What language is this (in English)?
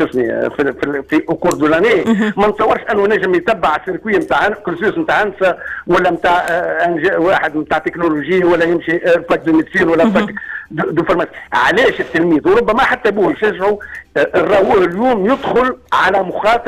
Tunisian Arabic